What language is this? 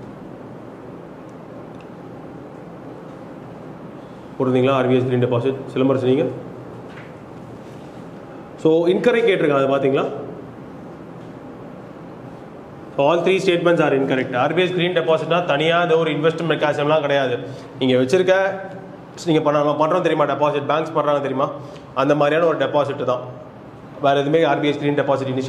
Tamil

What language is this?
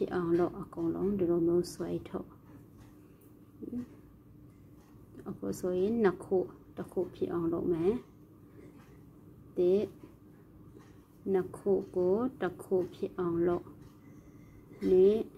Burmese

